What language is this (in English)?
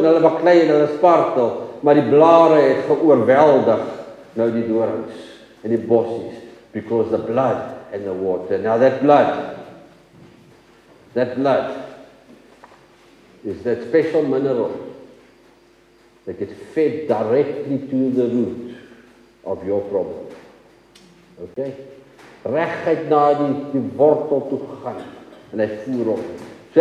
Afrikaans